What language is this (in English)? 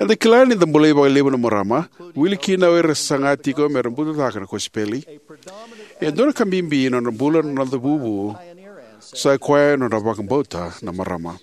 Fijian